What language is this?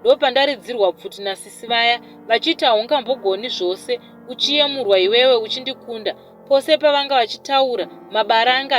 Shona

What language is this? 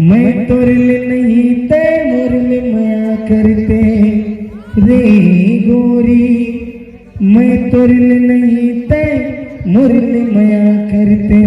Chhattisgarhi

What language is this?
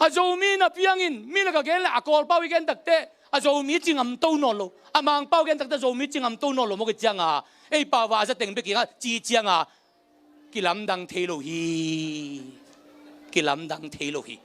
Tedim Chin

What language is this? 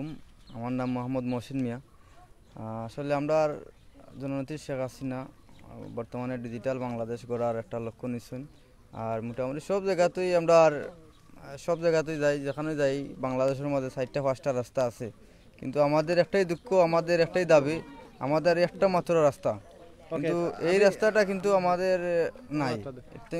Sylheti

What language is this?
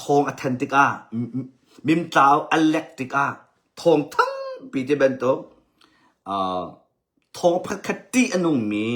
Hakha Chin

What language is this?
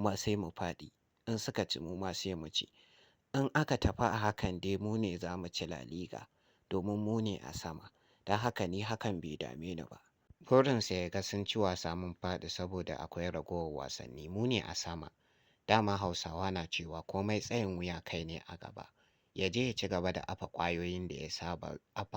Hausa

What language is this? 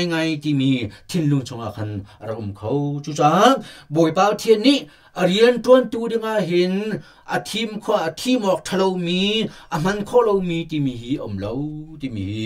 Hakha Chin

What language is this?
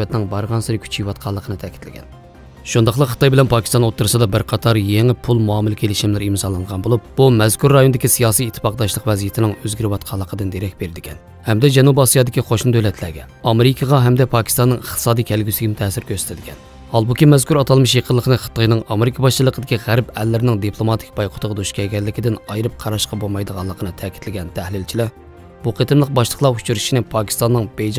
Uyghur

